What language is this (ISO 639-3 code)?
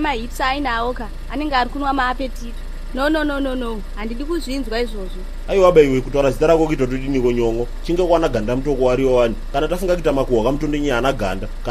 sna